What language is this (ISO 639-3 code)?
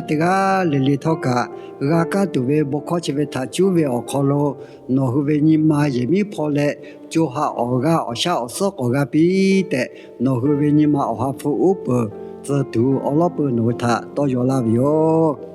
lhu